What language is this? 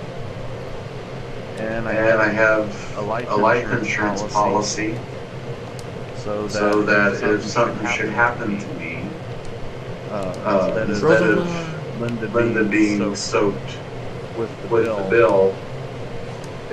English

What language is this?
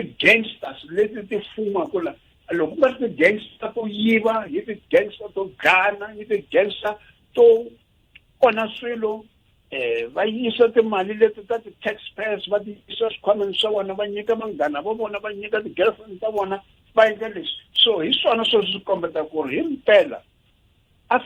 Tsonga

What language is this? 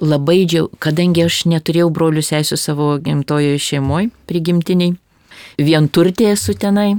Lithuanian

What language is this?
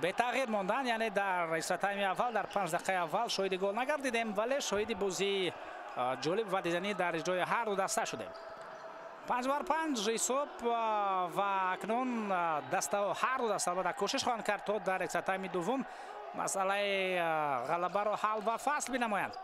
Tajik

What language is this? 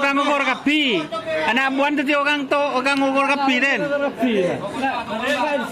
Madurese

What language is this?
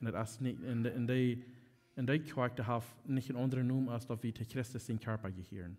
Plautdietsch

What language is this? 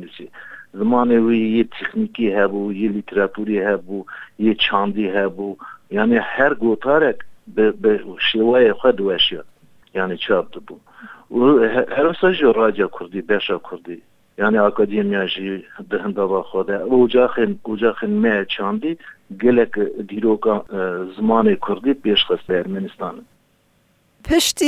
Kurdish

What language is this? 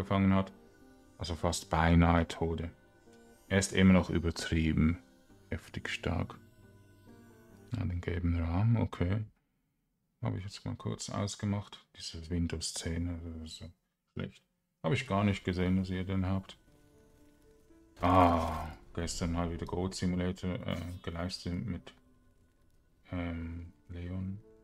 German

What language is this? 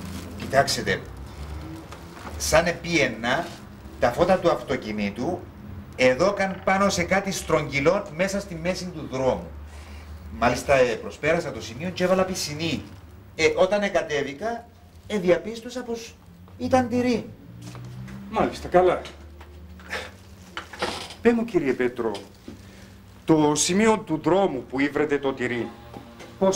Greek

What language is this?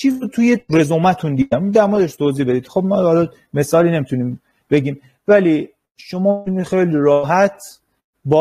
Persian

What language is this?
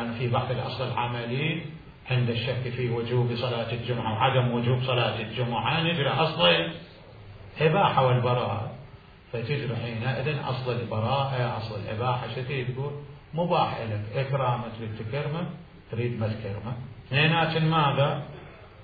Mesopotamian Arabic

